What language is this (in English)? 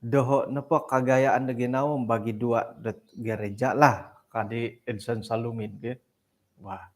Central Dusun